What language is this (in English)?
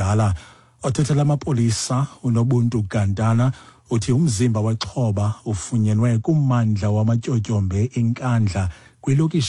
Xhosa